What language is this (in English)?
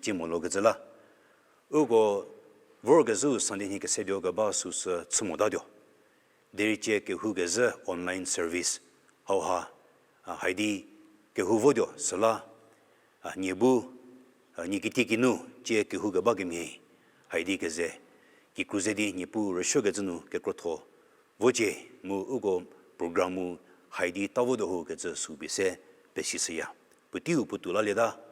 Angami Naga